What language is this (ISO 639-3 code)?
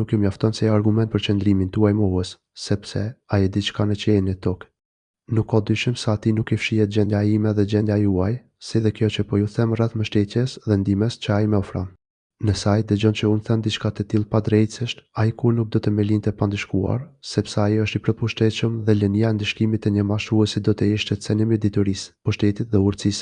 sqi